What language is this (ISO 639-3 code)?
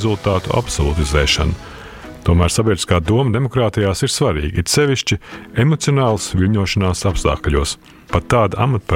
lav